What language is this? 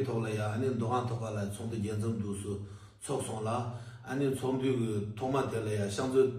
Tibetan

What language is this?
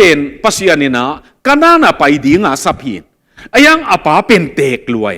Tedim Chin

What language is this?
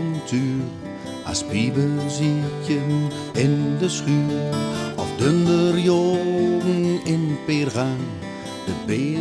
Gronings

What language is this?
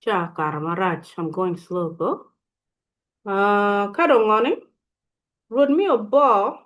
Acoli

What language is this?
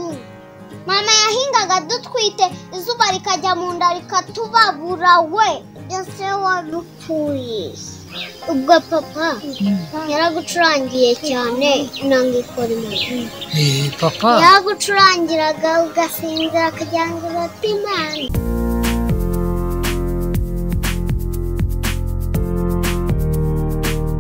Kinyarwanda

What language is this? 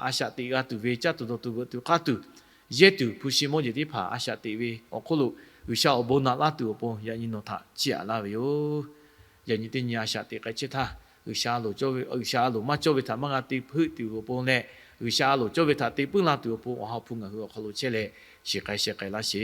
Lahu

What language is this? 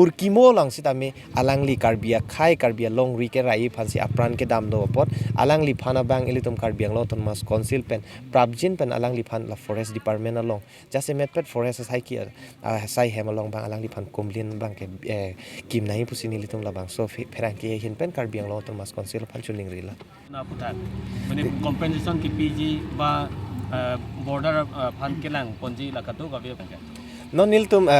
Karbi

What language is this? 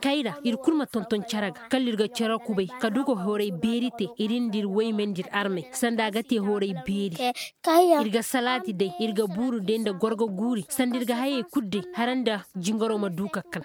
Koyraboro Senni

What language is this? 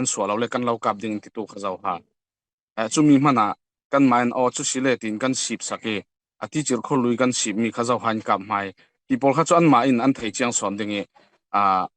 Falam Chin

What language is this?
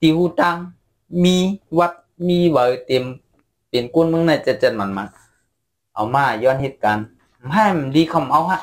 Shan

